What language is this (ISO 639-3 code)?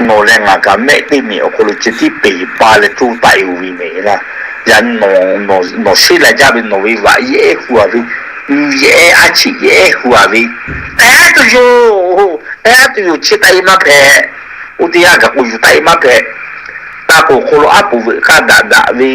lhu